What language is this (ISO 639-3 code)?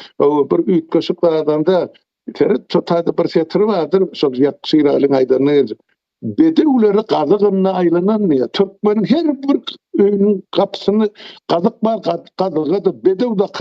tuk